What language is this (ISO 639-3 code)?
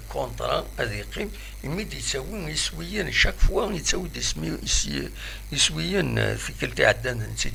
kab